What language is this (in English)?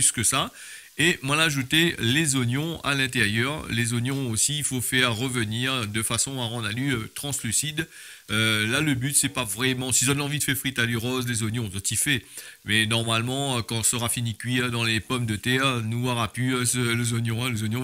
Réunion Creole French